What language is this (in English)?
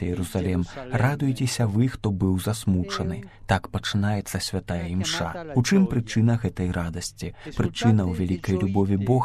Belarusian